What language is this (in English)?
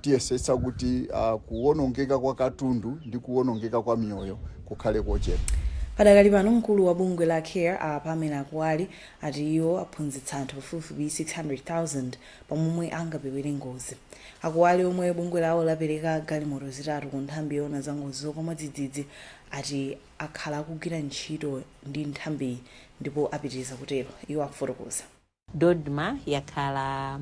Nyanja